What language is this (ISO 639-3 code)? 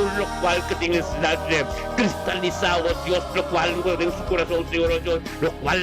pap